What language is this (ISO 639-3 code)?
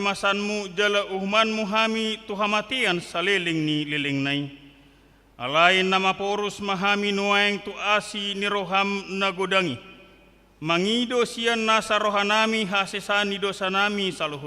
bbc